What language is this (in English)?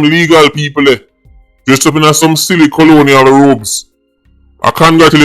Jamaican Creole English